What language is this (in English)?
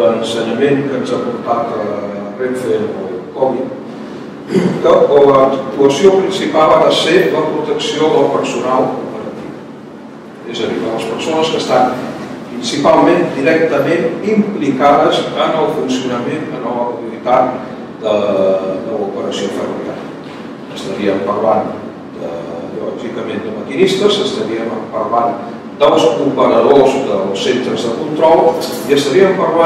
Catalan